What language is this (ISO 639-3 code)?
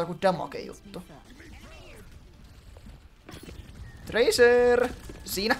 fin